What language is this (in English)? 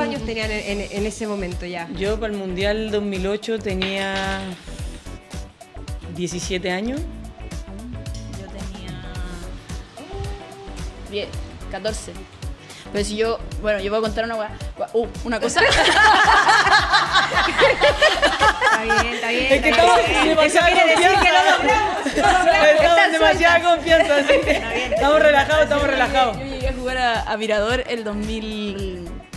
Spanish